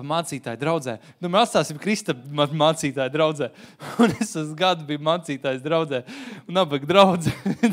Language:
Latvian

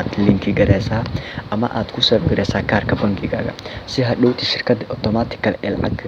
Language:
Somali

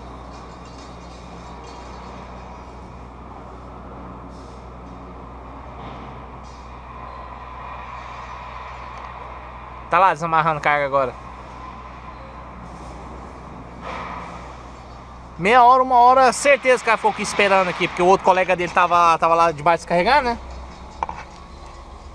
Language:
Portuguese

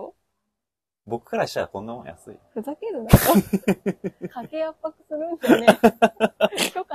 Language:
Japanese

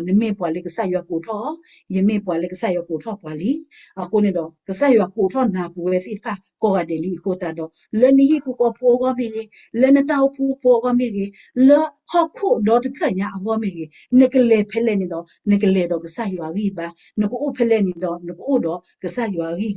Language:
S'gaw Karen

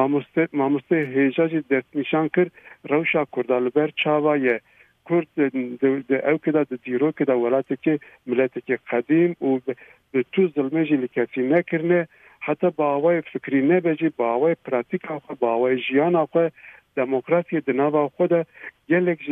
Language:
Kurdish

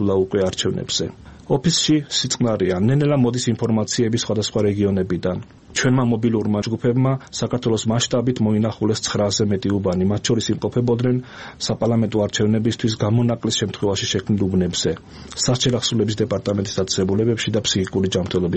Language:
Georgian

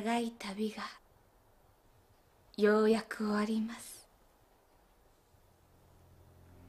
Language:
Japanese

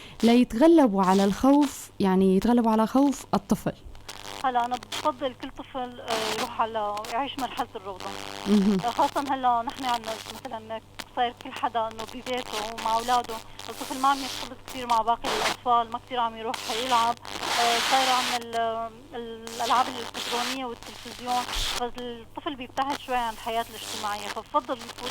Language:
North Levantine Arabic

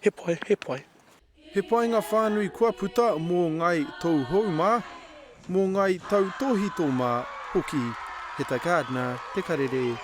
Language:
Māori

